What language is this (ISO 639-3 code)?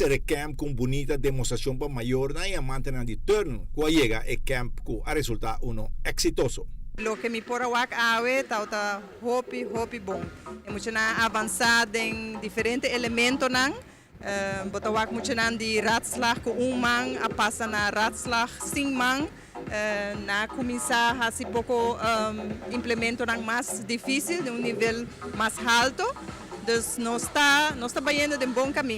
pap